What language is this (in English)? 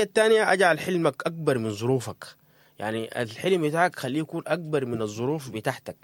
Sudanese Arabic